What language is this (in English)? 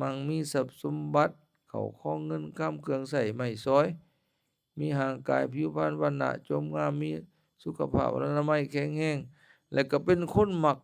Lao